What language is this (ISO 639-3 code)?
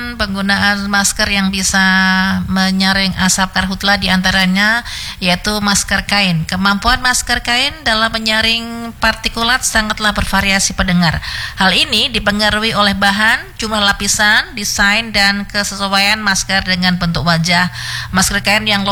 ind